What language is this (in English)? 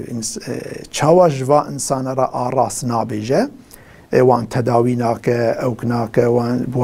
Kurdish